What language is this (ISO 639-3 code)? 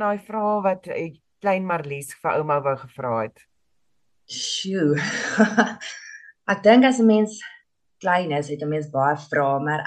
afr